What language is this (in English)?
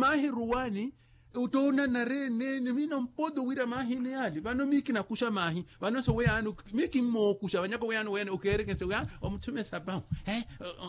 Makhuwa